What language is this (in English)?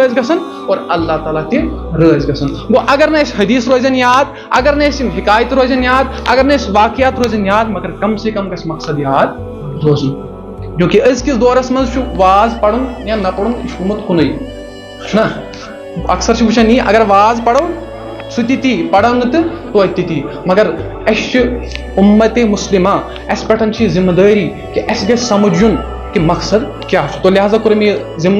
Kashmiri